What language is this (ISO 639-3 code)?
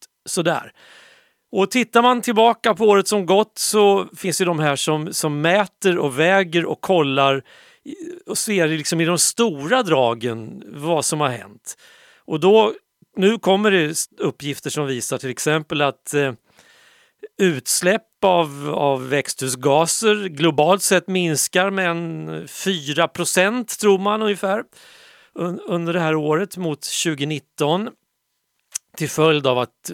swe